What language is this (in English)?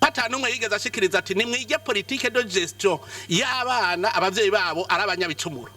Rundi